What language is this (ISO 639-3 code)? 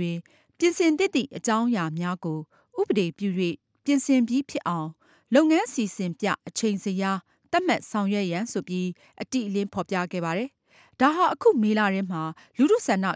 mya